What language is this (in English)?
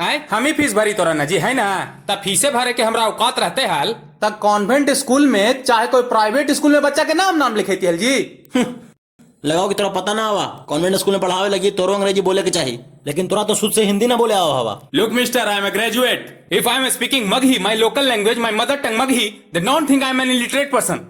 Magahi